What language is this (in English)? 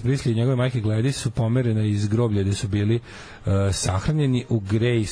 Serbian